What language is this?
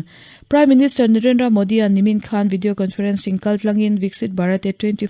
Mizo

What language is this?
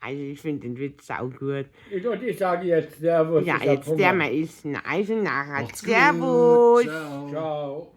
Bavarian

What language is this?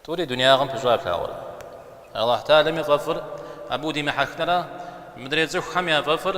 Kabardian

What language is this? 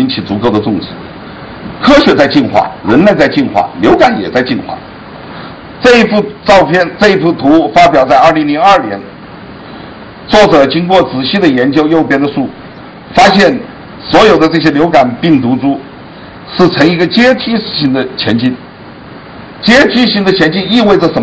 Chinese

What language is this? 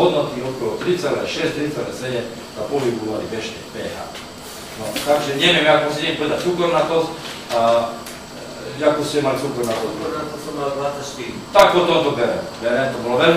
Slovak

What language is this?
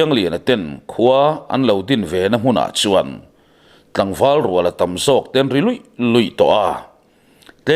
Mizo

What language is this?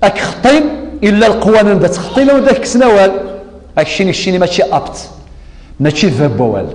Kabyle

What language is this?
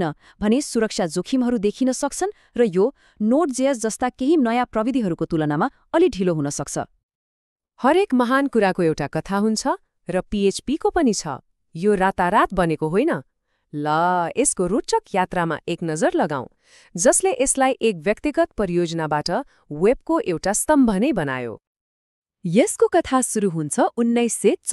Nepali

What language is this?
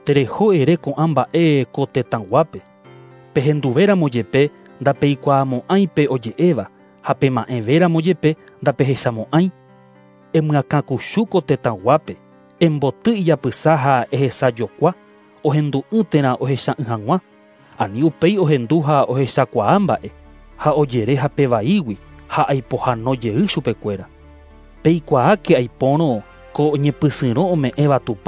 Guarani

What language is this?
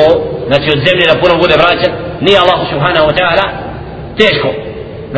Bosnian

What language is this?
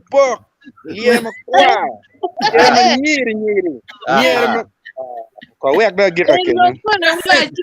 Acoli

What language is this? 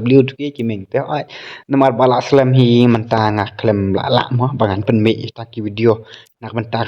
Khasi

